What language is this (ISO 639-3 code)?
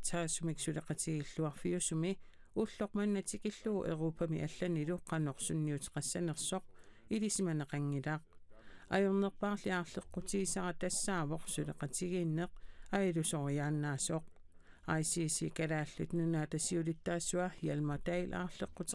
kal